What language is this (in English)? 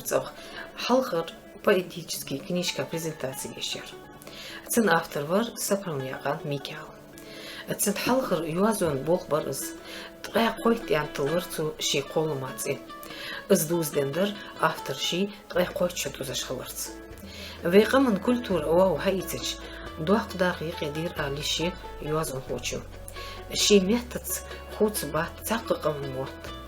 Ingush